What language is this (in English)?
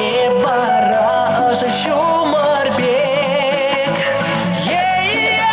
Chuvash